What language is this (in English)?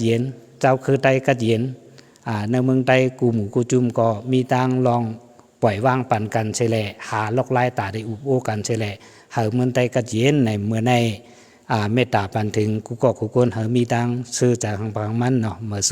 Shan